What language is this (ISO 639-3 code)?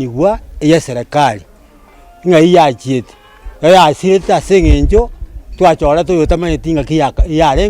guz